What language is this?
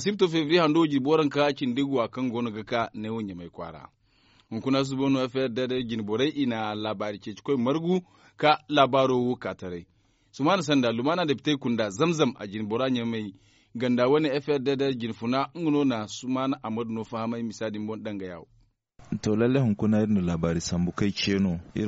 Zarma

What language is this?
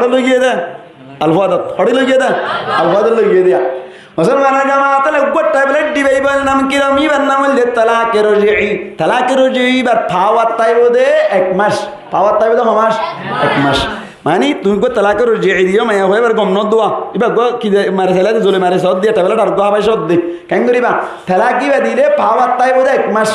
Rohingya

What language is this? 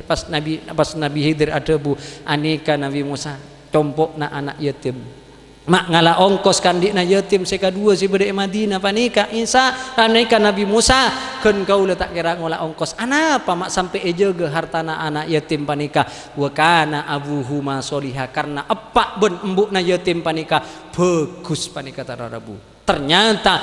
Madurese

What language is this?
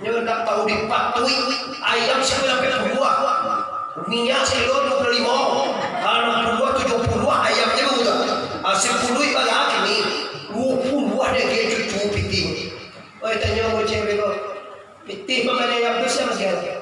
Minangkabau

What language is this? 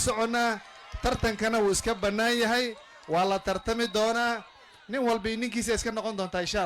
Somali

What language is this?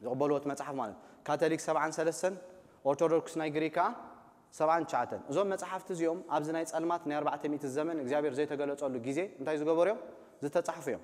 Tigrinya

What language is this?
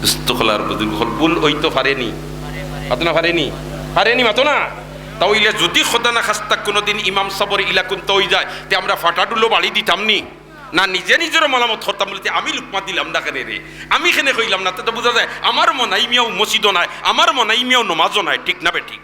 Sylheti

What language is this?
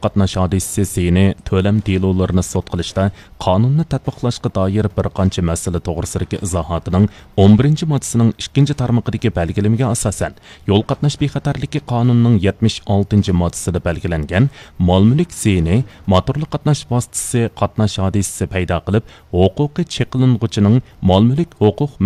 Uyghur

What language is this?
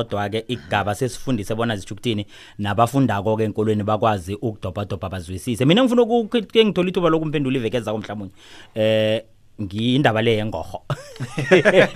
South Ndebele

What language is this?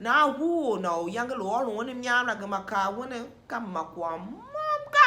Tiv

